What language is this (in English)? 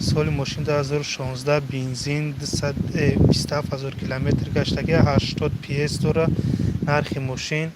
Tajik